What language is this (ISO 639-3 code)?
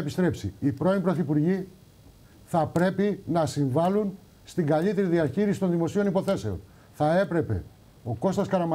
ell